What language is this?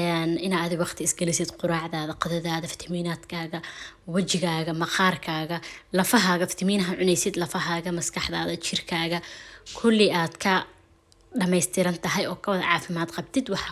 Somali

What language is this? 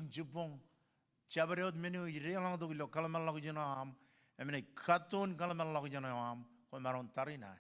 Marshallese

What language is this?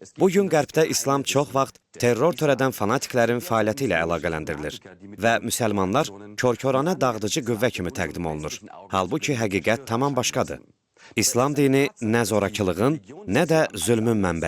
Azerbaijani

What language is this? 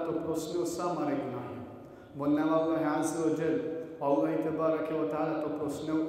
Balkan Romani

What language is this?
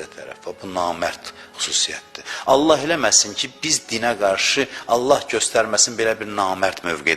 Azerbaijani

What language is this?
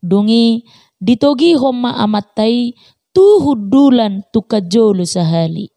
Batak Toba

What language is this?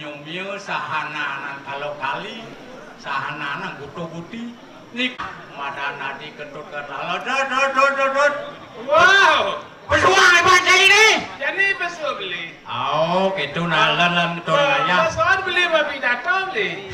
Balinese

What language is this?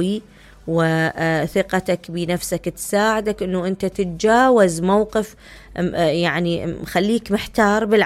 Mesopotamian Arabic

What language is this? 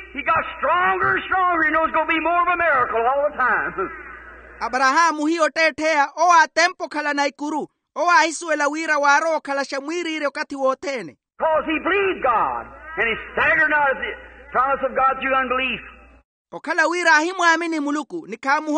Makhuwa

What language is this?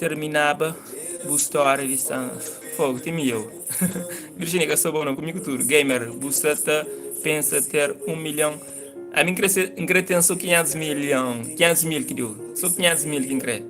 Kabuverdianu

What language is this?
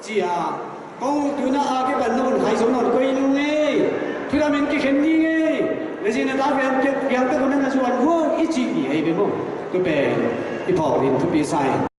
Tedim Chin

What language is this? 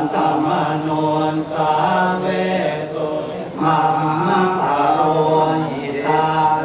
Pali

